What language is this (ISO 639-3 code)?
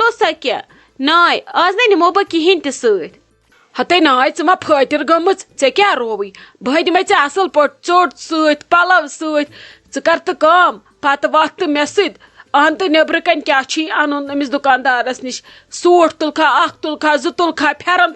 kas